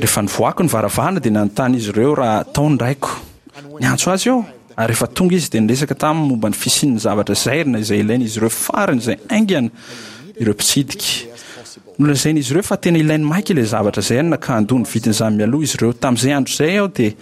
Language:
Malagasy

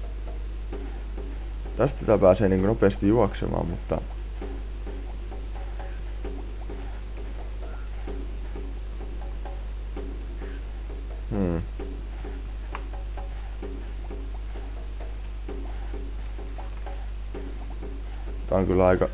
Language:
Finnish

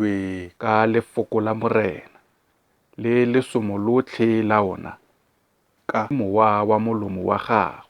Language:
Tswana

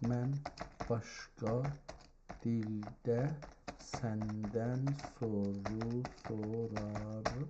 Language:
South Azerbaijani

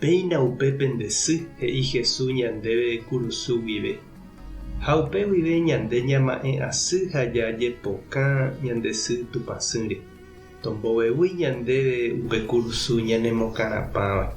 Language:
Guarani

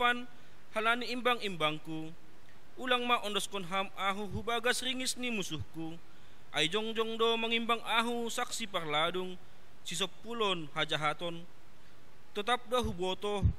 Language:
Batak Simalungun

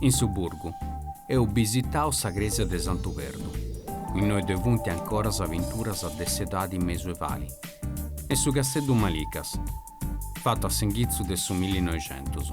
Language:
Sardinian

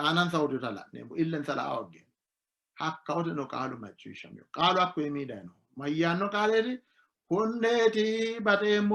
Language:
Sidamo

